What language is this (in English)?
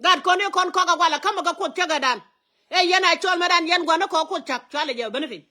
Nuer